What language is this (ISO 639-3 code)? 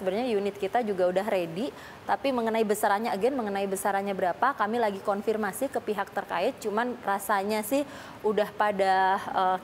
ind